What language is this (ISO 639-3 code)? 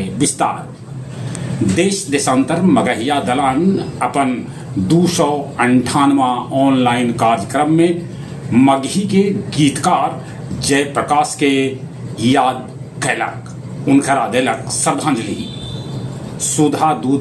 mag